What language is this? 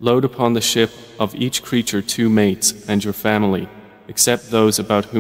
Arabic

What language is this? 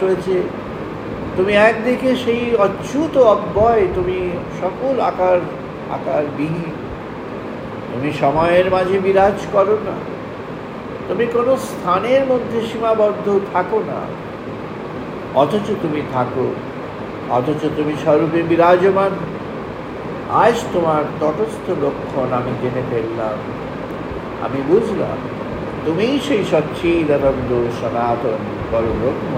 Bangla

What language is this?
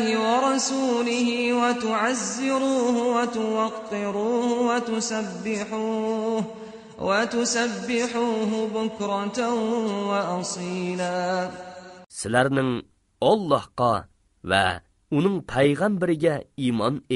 Uyghur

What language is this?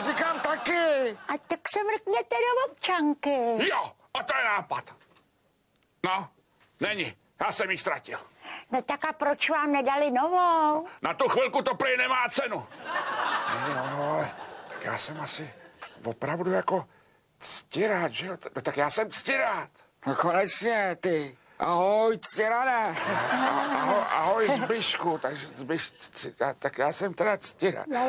Czech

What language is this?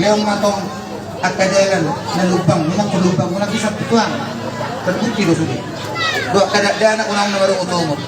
Batak Toba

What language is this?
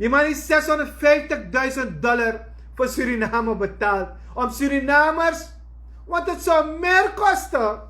Sranan Tongo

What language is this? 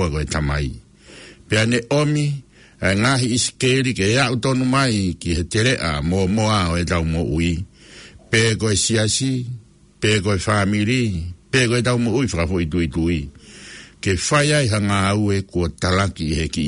Tongan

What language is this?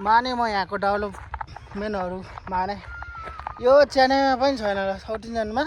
Nepali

